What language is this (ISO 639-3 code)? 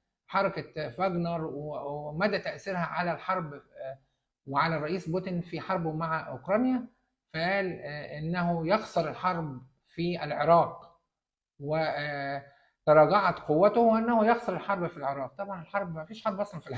arz